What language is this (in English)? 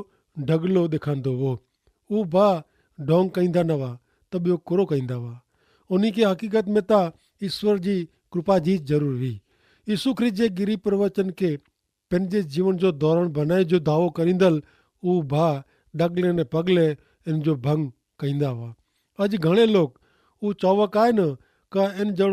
Kachhi